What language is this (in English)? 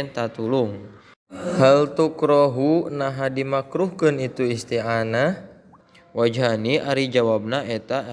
Sundanese